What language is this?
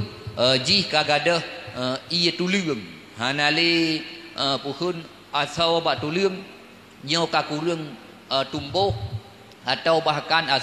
Achinese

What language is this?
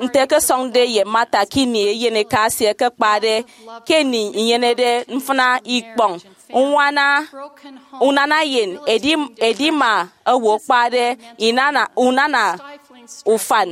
Efik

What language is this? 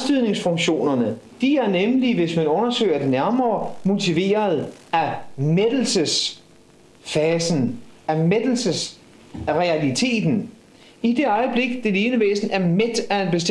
Danish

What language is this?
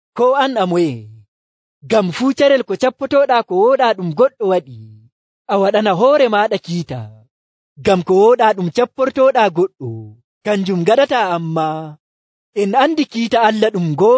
Nigerian Fulfulde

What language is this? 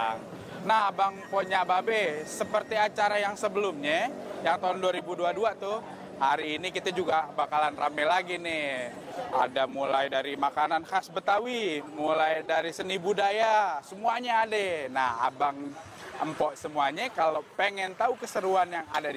Betawi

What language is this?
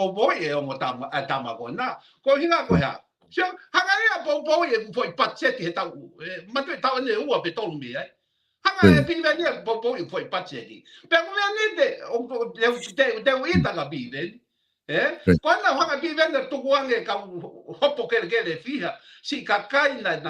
Tongan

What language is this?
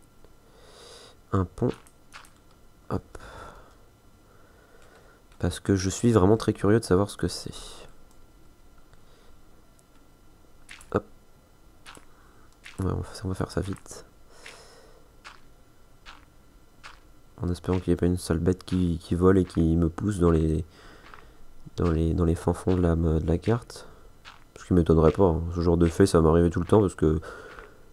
French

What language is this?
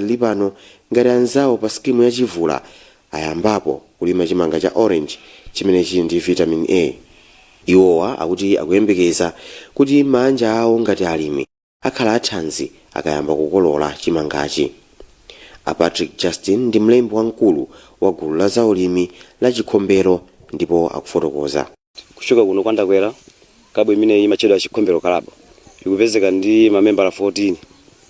Nyanja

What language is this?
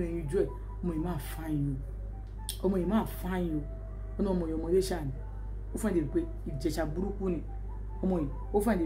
Yoruba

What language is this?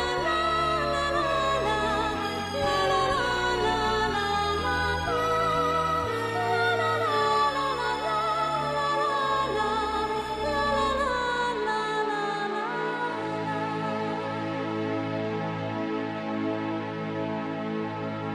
Spanish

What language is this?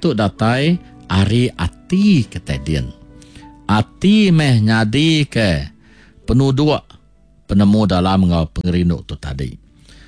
Iban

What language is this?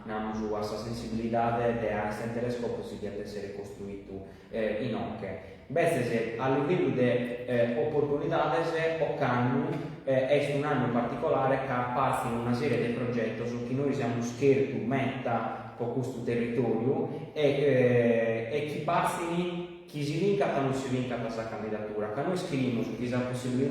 Sardinian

